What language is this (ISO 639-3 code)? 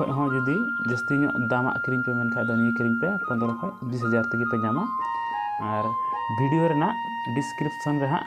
sat